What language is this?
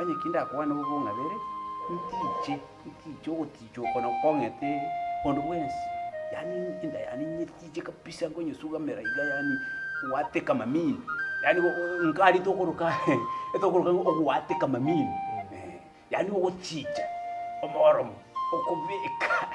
Gusii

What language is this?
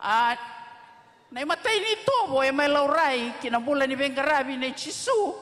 Fijian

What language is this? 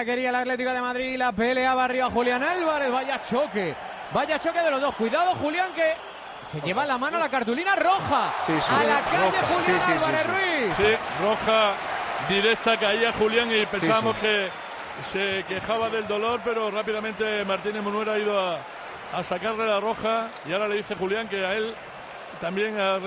Spanish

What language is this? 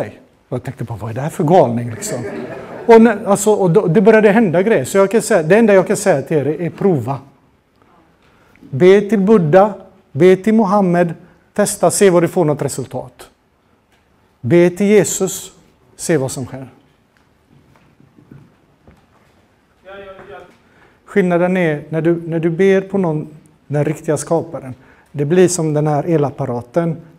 Swedish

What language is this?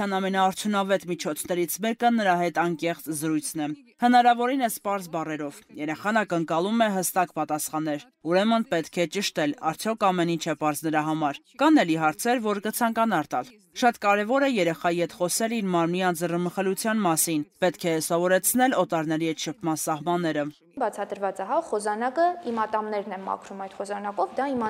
Armenian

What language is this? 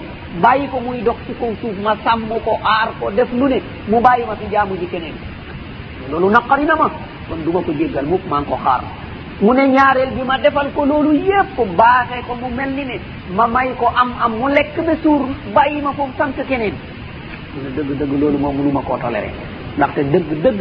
Wolof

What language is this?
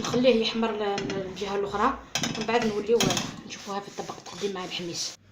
Algerian Arabic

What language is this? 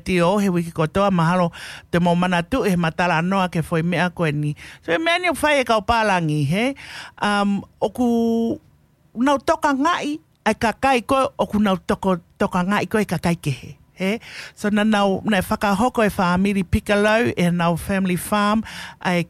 Tongan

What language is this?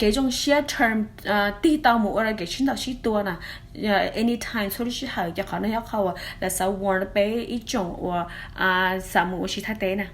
Hmong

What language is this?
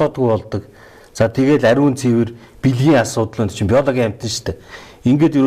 Mongolian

